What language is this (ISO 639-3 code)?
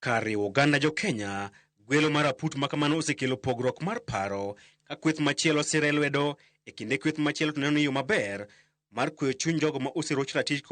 luo